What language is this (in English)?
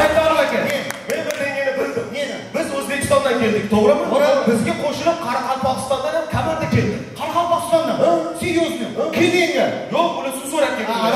Kara-Kalpak